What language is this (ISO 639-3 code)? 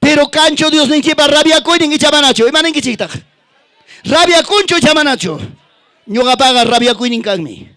quy